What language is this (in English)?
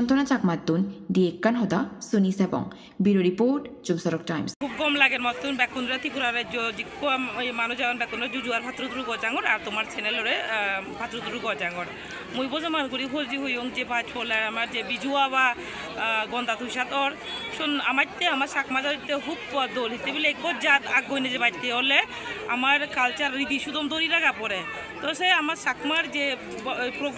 Chakma